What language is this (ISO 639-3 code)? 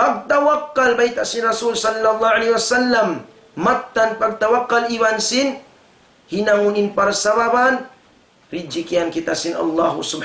tsg